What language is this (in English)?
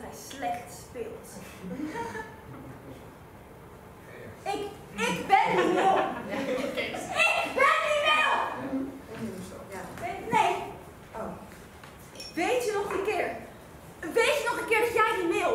Dutch